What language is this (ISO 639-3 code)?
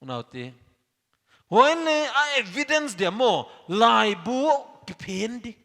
pck